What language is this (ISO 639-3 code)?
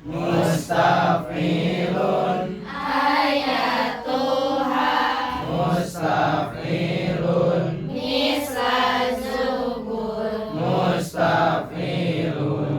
sun